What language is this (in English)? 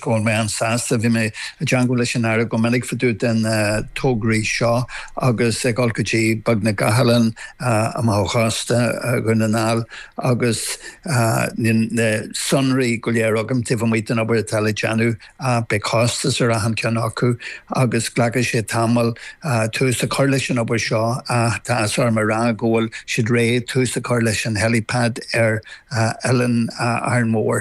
Irish